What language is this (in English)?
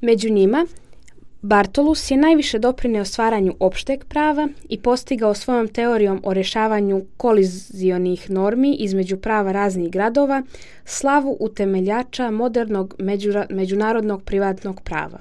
Serbian